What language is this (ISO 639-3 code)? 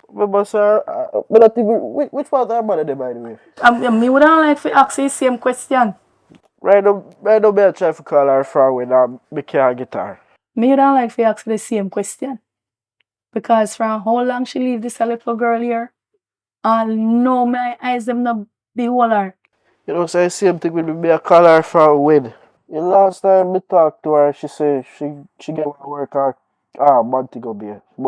jam